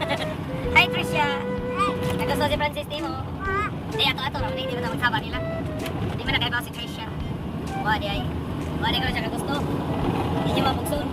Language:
Cebuano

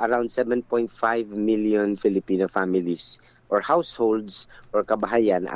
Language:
Hiligaynon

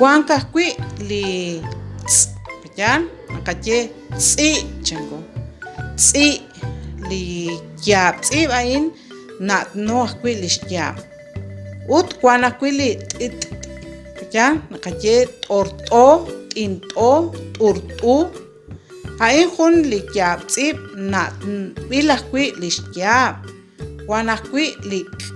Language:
Kekchí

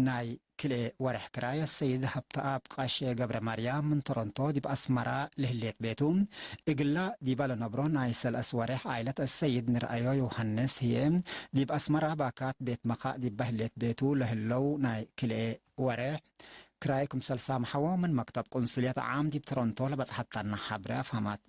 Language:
Tigre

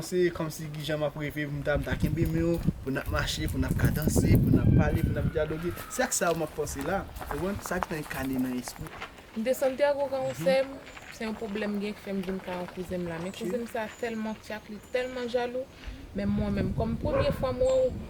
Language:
Haitian Creole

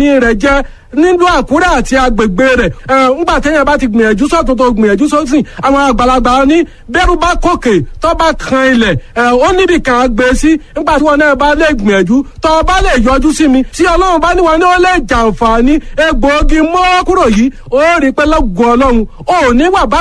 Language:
Yoruba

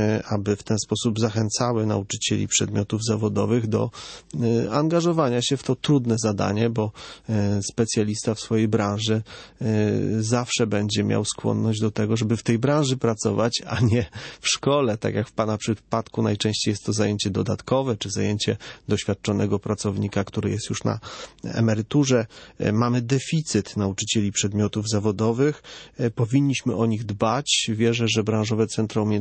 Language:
Polish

